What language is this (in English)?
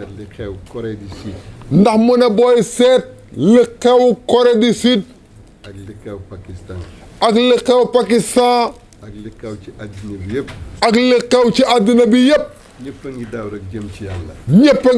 Wolof